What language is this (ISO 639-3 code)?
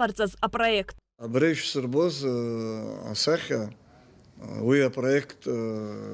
abk